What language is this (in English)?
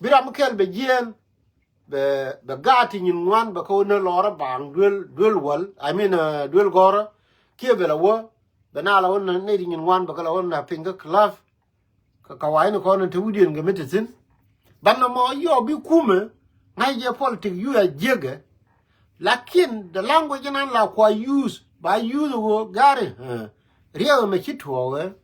Nuer